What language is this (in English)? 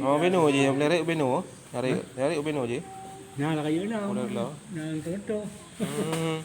Achinese